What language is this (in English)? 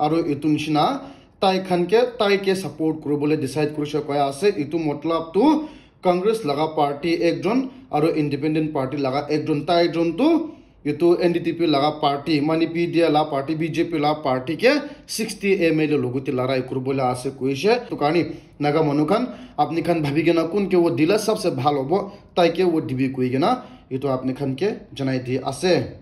Naga Pidgin